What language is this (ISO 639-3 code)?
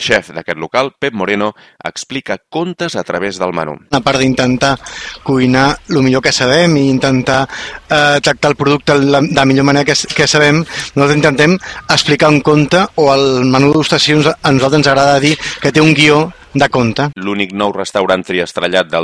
cat